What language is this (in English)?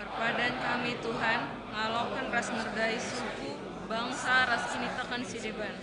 Batak Karo